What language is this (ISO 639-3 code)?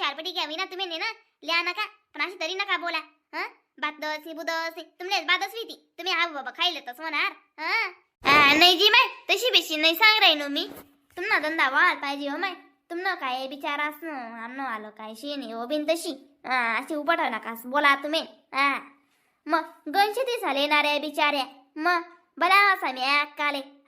khn